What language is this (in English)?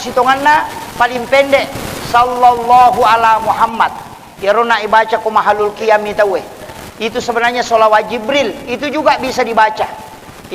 Buginese